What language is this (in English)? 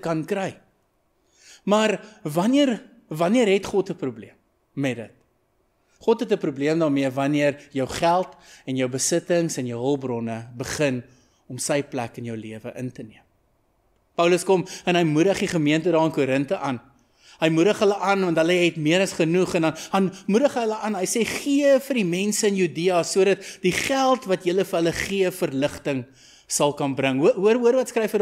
Afrikaans